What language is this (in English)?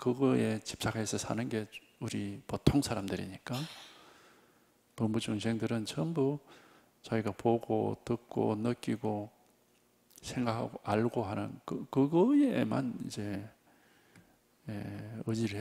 Korean